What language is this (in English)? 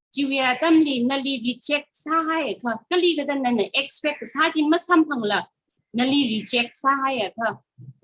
Tangkhul Naga (India)